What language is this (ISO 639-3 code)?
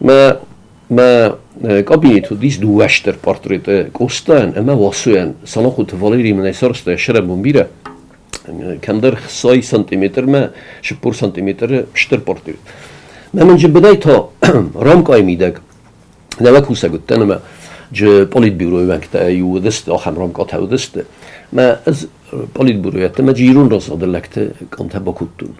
oss